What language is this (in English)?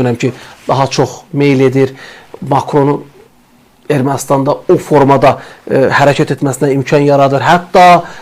Azerbaijani